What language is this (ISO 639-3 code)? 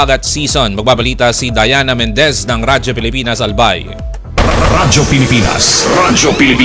fil